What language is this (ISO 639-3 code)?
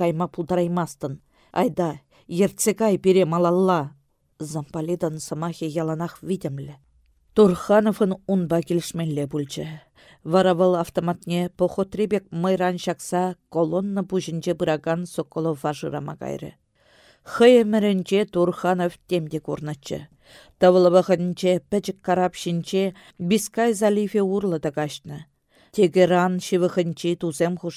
chv